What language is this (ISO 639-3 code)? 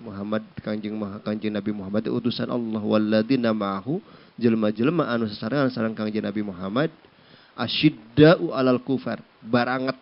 sun